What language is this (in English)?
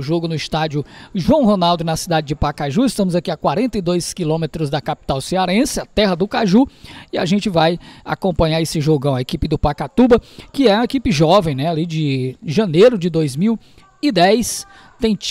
Portuguese